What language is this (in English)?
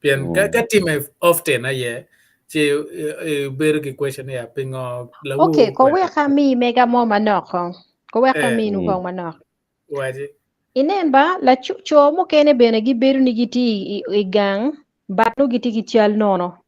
Acoli